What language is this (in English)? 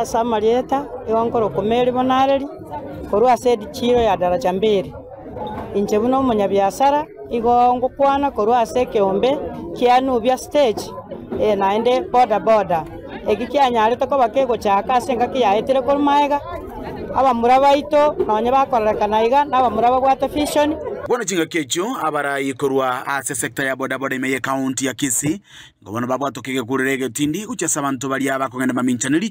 Gusii